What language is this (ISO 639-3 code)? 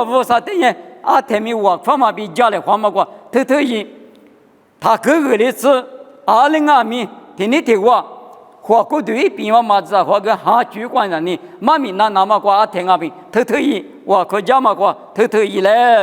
lis